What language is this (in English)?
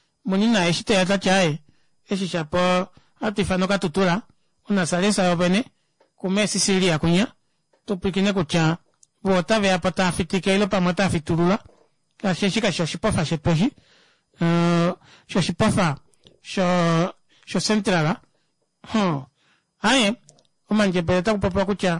Kuanyama